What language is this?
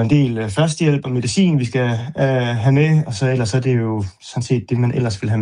Danish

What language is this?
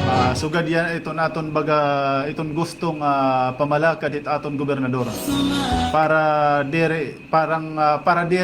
Waray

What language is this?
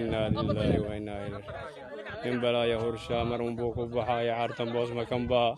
Somali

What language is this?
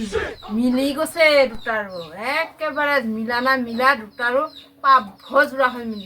Assamese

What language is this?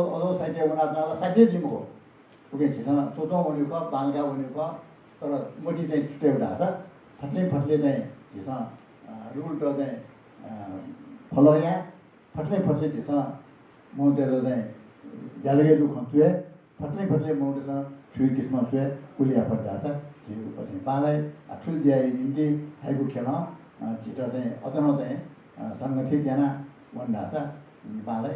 Newari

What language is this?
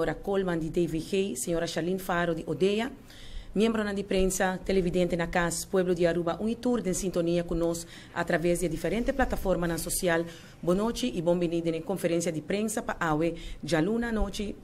Papiamento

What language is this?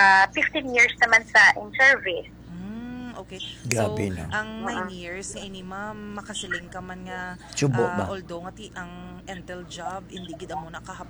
Hiligaynon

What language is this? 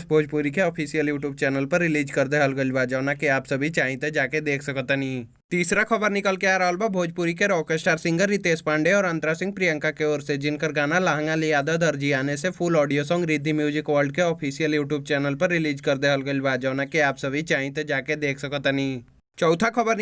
Bhojpuri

